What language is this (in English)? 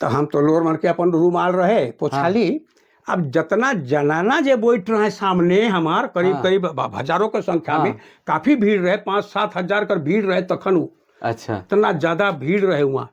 Sadri